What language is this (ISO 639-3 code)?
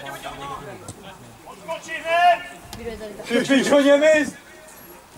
ces